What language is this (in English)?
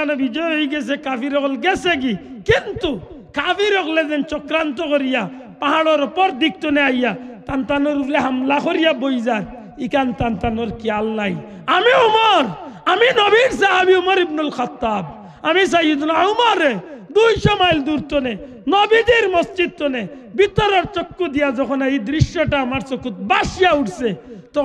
Sylheti